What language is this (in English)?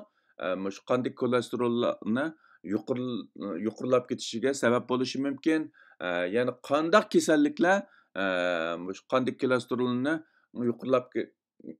Uyghur